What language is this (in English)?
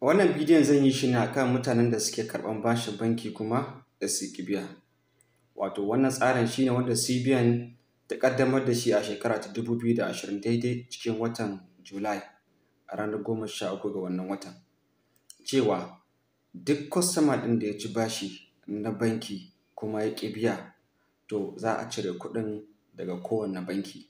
Hausa